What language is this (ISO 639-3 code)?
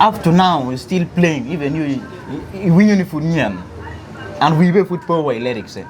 ach